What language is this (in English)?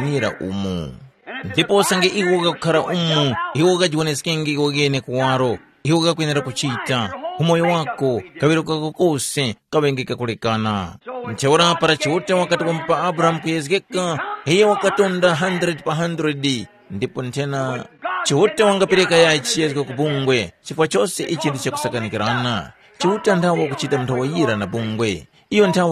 Tumbuka